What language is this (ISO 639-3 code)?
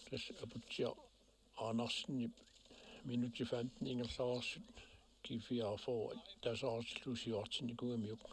kal